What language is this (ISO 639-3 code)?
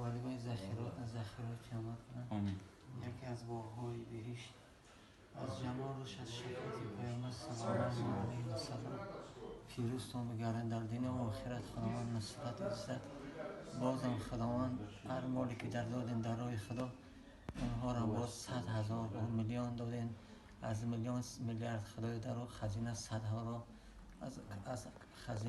tgk